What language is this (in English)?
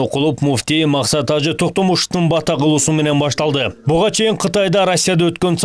Kyrgyz